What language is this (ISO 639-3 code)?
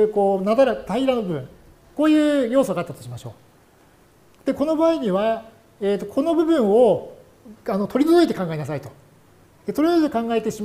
jpn